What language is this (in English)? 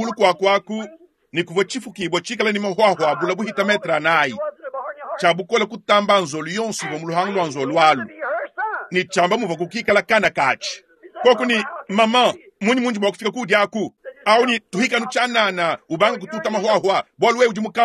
Luba-Lulua